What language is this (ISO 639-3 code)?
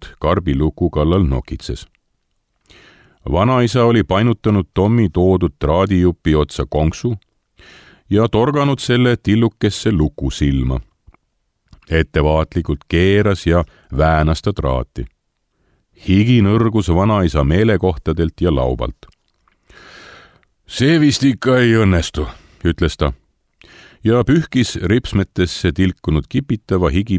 est